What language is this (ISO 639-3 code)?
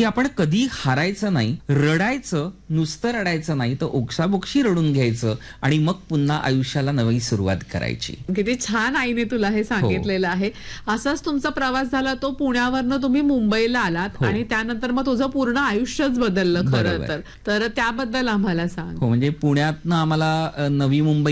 mar